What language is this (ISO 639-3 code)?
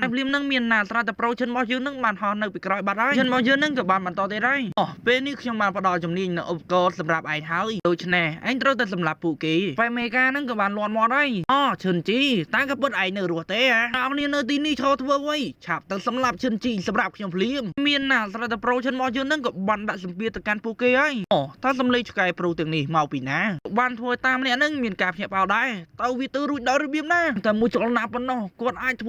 khm